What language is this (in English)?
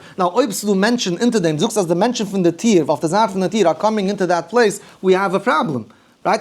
Yiddish